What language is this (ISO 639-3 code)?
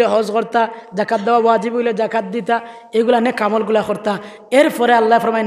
syl